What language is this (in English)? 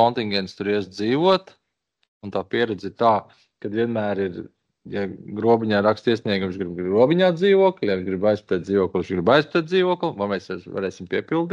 Latvian